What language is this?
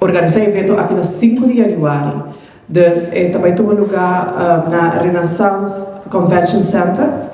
Papiamento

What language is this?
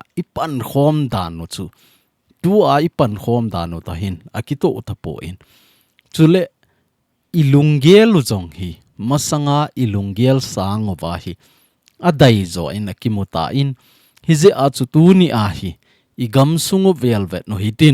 Thado Chin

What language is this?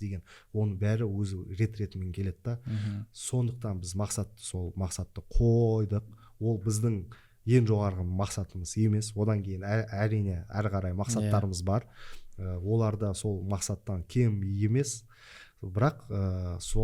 Kazakh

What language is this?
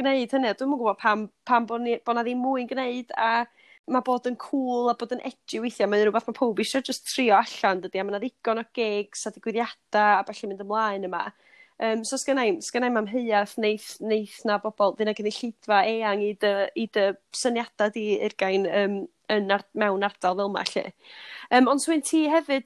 Welsh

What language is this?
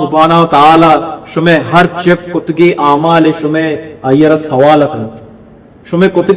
Baluchi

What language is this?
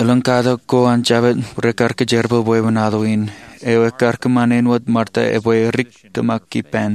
Marshallese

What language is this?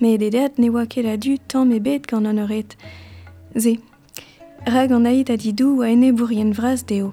Breton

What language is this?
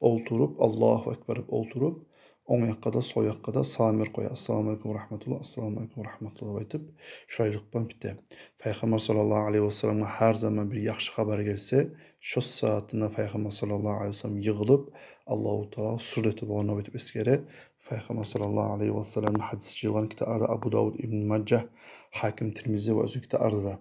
Kumyk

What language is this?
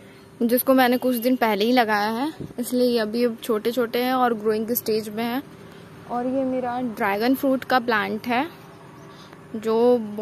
Hindi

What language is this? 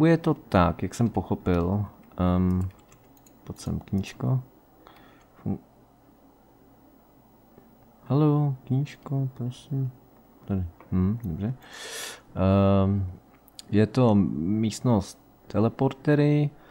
Czech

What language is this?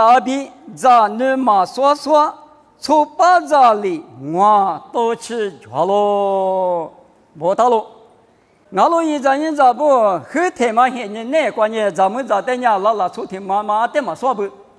Lisu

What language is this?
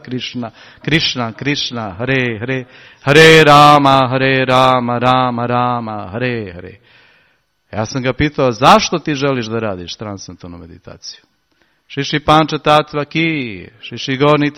Serbian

